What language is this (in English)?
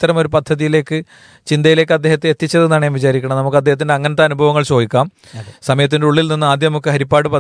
Malayalam